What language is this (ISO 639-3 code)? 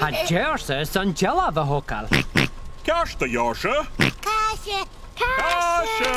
gla